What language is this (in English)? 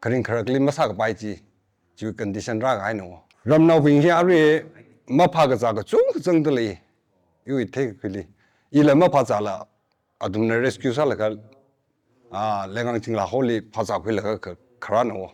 Tangkhul Naga (India)